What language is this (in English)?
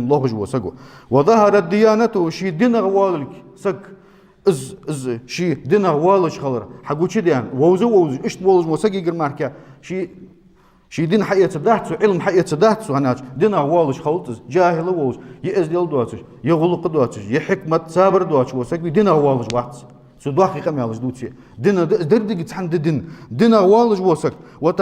Ingush